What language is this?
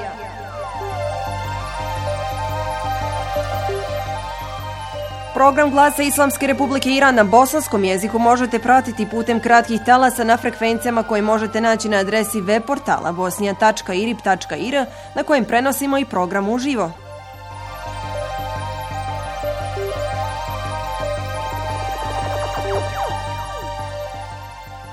Bosnian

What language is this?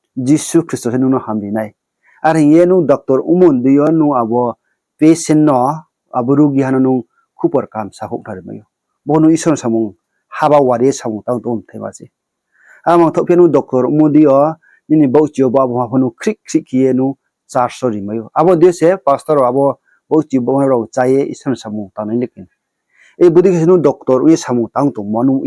Riang (India)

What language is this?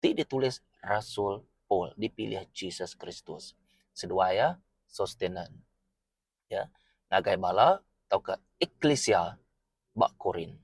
Iban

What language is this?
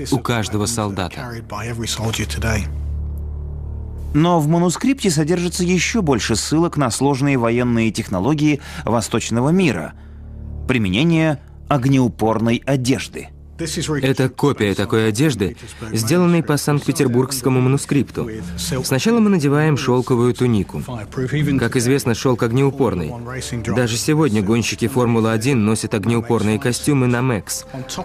Russian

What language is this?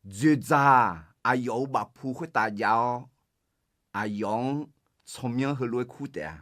Akha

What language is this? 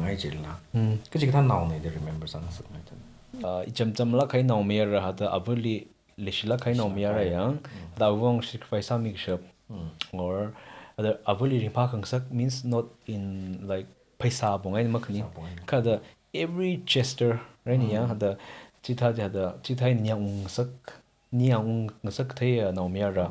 Tangkhul Naga (India)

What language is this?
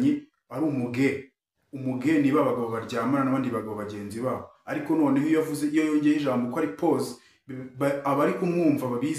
Kinyarwanda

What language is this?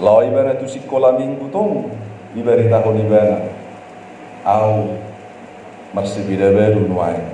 Batak Toba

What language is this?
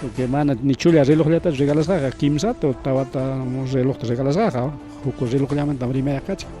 Ayacucho Quechua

